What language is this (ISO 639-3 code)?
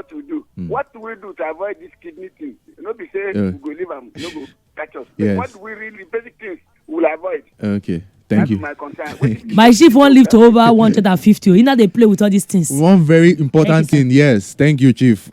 pcm